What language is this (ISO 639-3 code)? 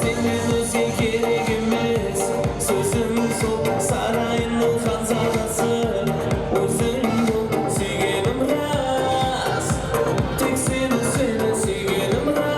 kaa